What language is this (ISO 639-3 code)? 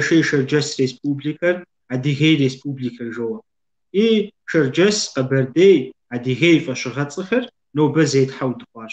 kbd